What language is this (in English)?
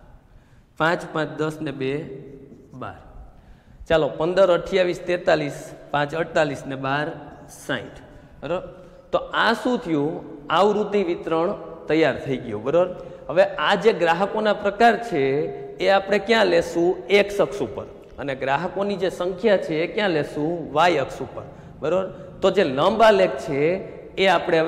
Gujarati